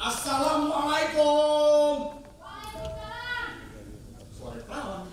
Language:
Betawi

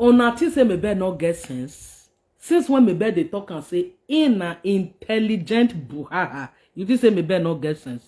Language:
Nigerian Pidgin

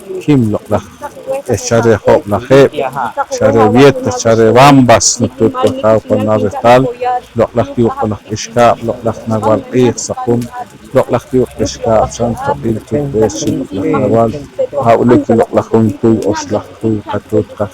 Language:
Poqomchi'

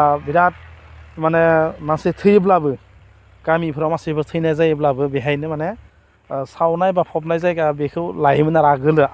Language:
Bodo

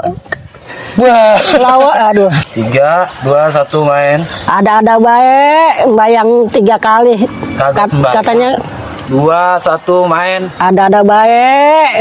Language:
Betawi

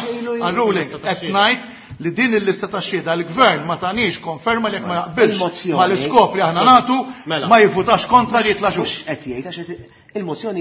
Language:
Maltese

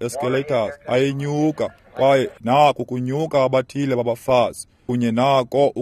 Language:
Xhosa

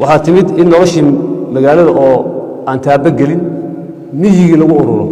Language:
Somali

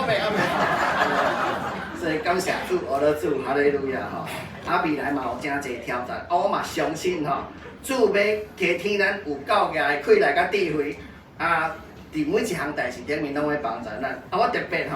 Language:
Min Nan Chinese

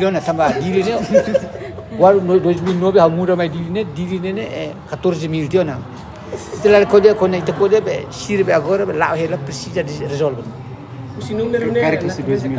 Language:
Tetum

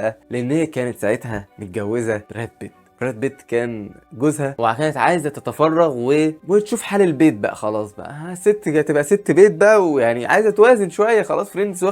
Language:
Egyptian Arabic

